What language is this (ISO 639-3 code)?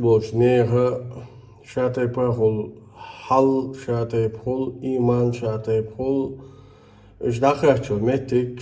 che